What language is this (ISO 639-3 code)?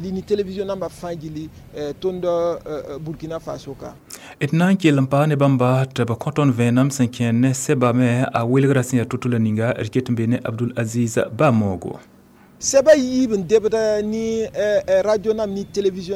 mos